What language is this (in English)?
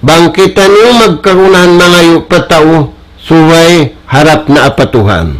Tausug